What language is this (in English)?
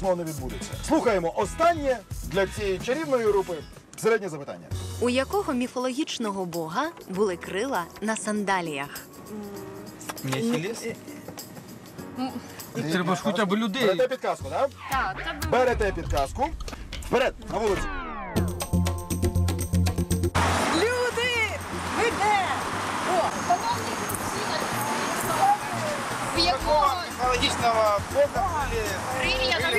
Ukrainian